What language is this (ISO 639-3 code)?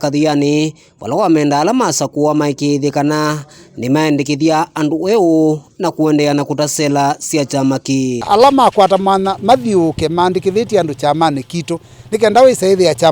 kam